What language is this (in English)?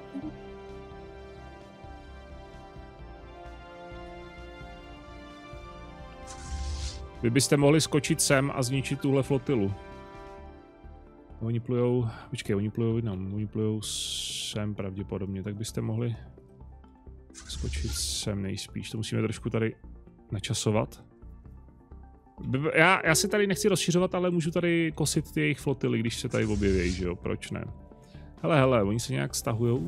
Czech